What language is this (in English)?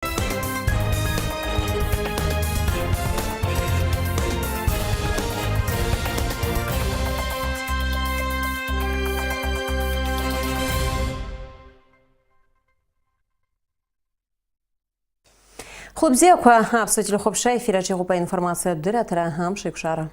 Abkhazian